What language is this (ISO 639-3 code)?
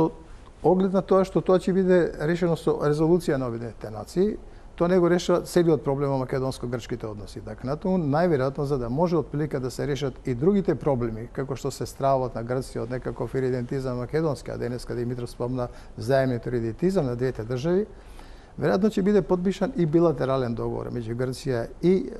mkd